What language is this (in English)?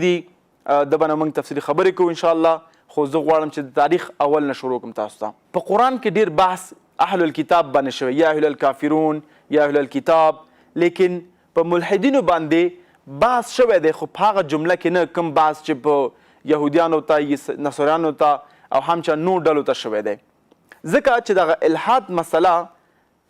Pashto